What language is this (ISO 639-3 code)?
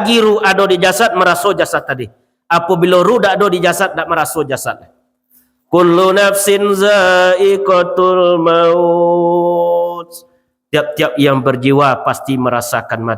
min